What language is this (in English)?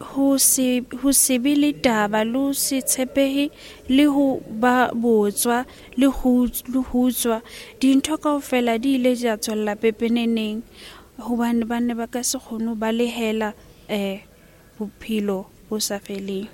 Southern Sotho